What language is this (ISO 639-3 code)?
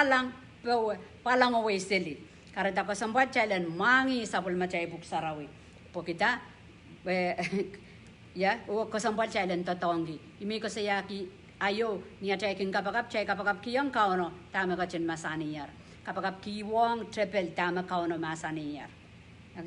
pon